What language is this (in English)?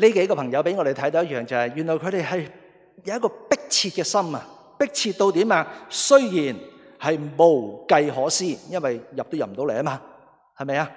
Cantonese